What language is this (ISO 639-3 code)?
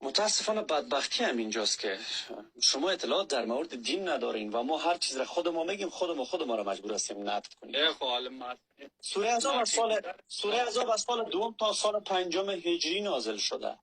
fas